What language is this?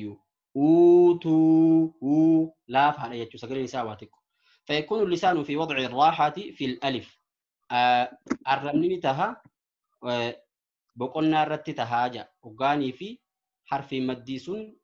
Oromo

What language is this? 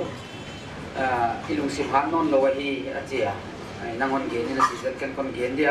Paite Chin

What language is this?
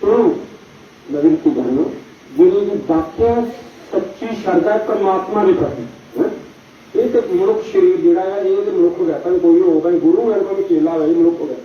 Dogri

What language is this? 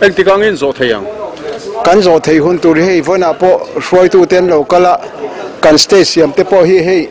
Mizo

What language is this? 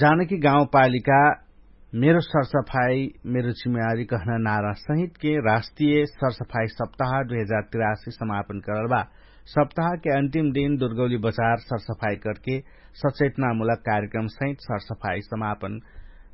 Dangaura Tharu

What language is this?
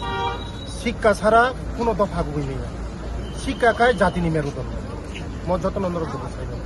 Kok Borok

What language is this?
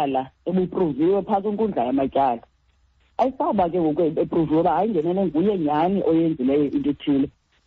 Xhosa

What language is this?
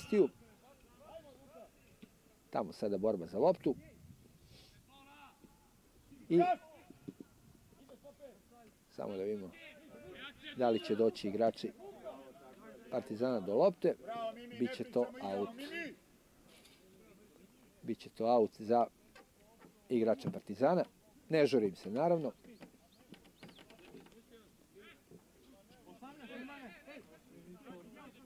Serbian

